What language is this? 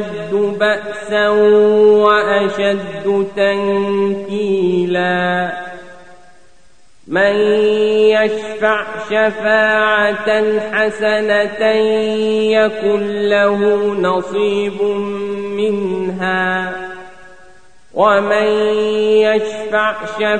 Arabic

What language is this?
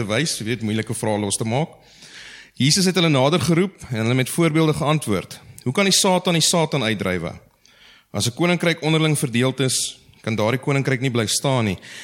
Afrikaans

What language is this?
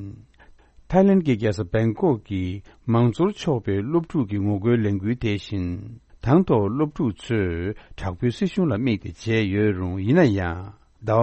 Tibetan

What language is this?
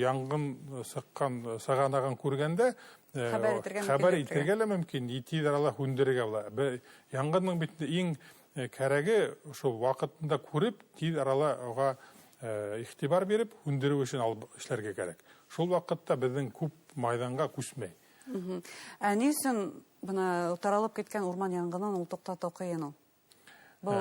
Bashkir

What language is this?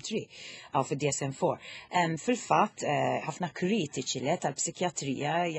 Maltese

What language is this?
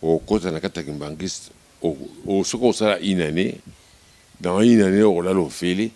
Lingala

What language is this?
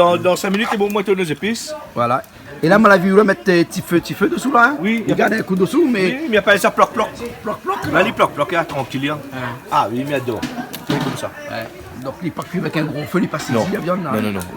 Réunion Creole French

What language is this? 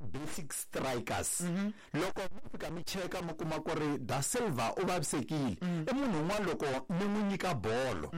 Tsonga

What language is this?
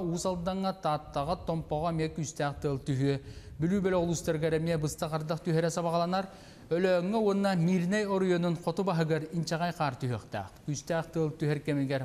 Yakut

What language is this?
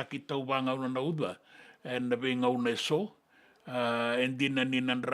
Fijian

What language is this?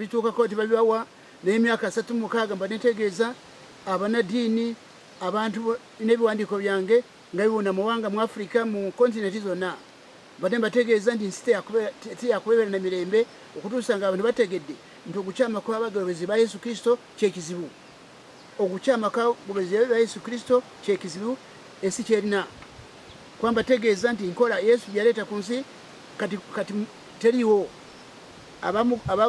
Ganda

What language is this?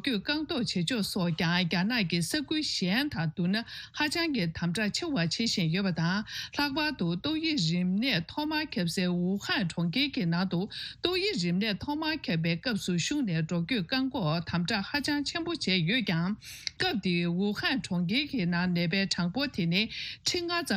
Tibetan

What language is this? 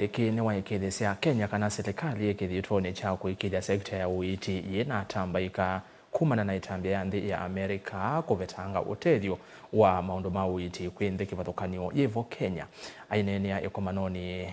Kamba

